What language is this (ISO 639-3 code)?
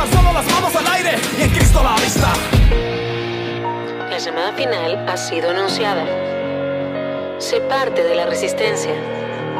spa